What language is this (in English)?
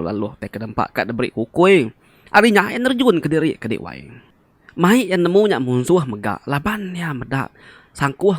Iban